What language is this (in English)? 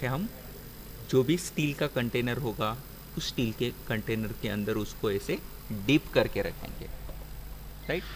Hindi